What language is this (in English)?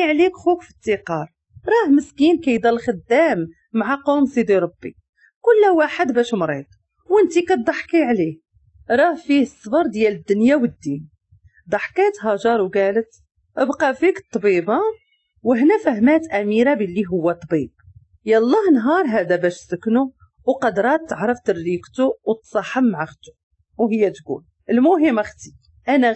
Moroccan Arabic